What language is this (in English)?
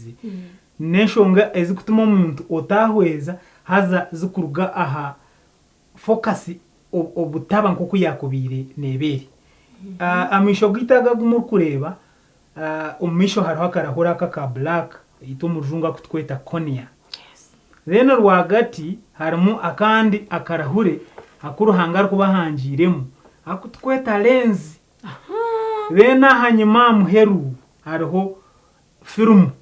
Nyankole